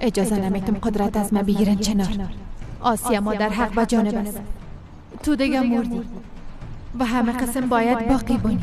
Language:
Persian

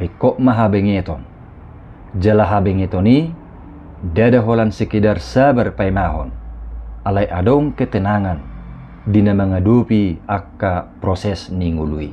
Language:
Batak Toba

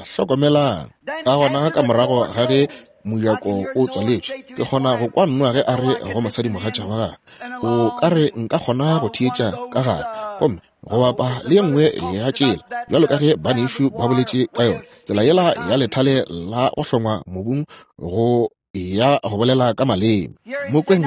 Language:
Northern Sotho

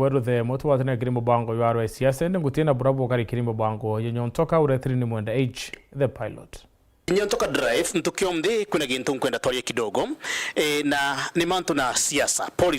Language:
Meru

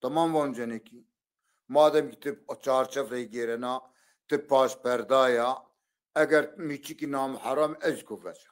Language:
Zaza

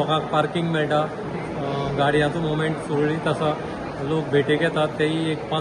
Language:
Konkani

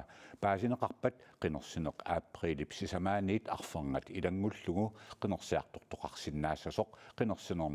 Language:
Kalaallisut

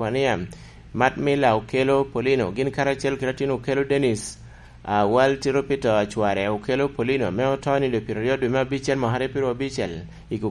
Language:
Lango (Uganda)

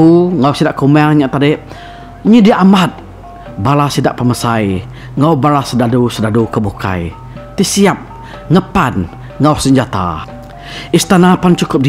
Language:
Iban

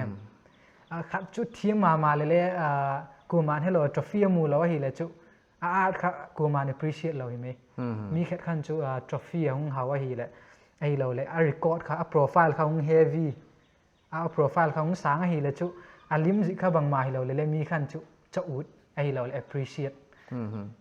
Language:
Paite Chin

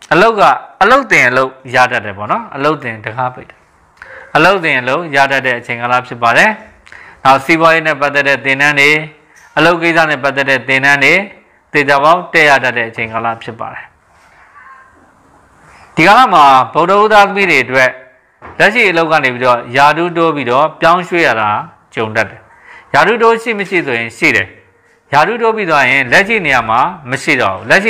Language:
Burmese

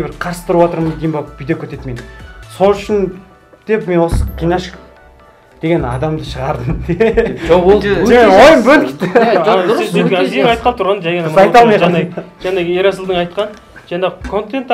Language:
Kazakh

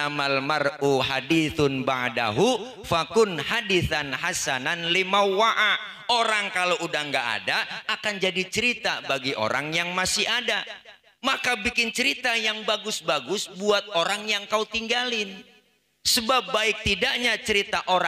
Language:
Betawi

